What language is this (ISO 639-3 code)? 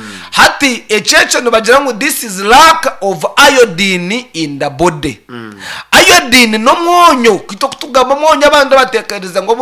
nyn